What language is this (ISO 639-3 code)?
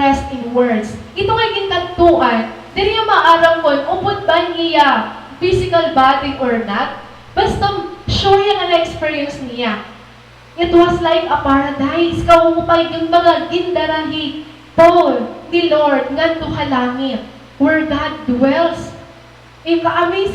war